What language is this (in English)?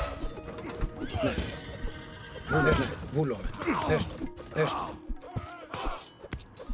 Greek